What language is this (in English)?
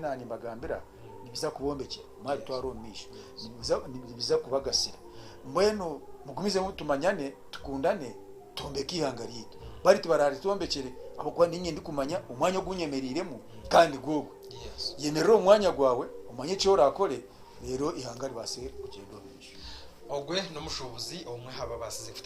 Nyankole